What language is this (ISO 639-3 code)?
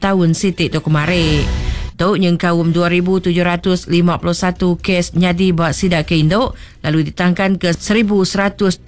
iba